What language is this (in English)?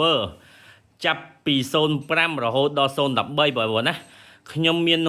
Khmer